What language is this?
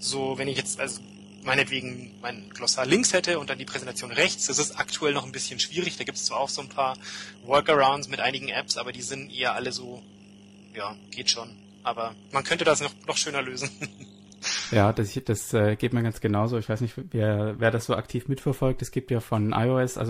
German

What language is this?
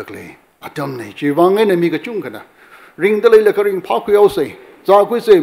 Tangkhul Naga (India)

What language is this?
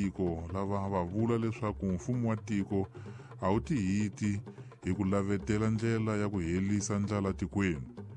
Tsonga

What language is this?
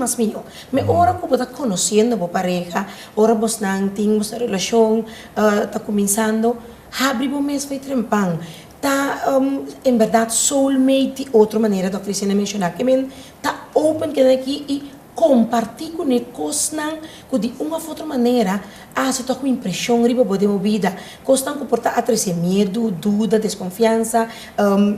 Papiamento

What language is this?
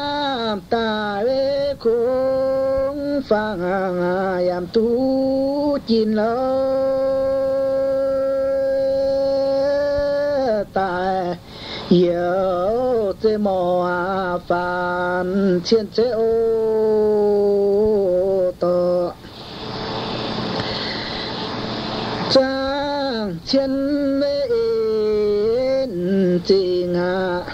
Vietnamese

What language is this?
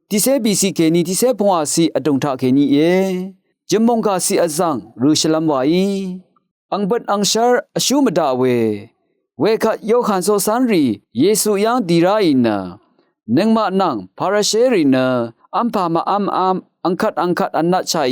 Rawang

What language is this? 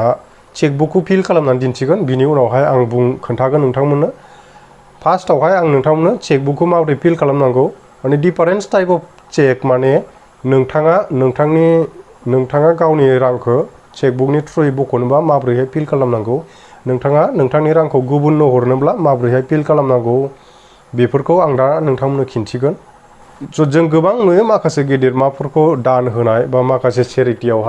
Bodo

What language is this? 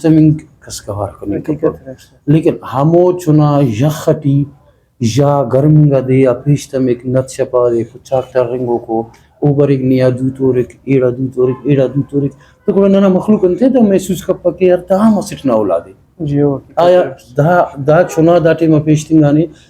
Brahui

